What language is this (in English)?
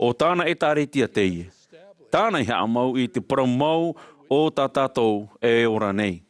Tahitian